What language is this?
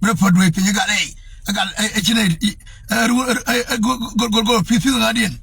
Nuer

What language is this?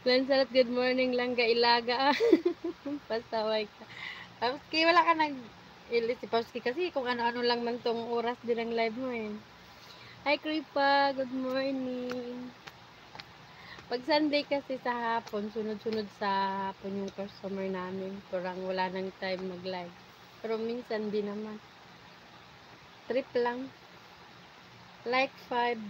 Filipino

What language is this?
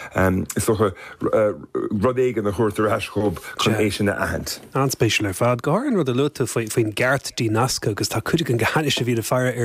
Irish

